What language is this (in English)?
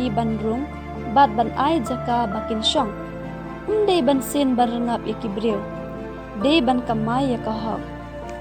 Khasi